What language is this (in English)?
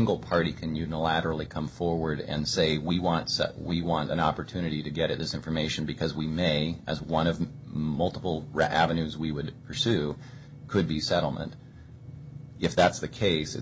English